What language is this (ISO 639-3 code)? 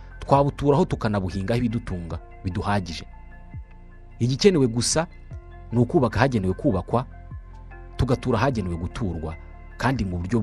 kin